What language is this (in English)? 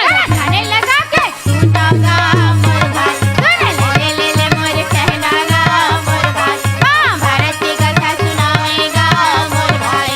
Chhattisgarhi